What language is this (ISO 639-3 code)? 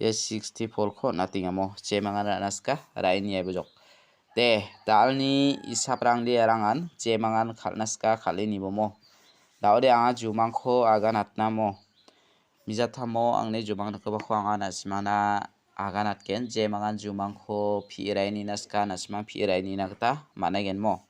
grt